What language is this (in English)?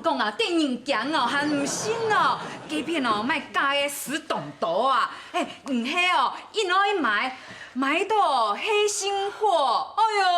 Hakka Chinese